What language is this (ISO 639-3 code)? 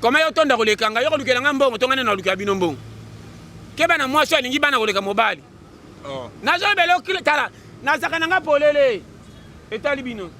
lin